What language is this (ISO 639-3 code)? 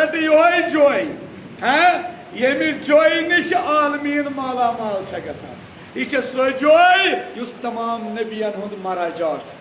kas